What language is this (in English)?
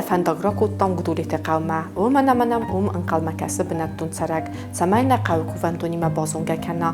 Ossetic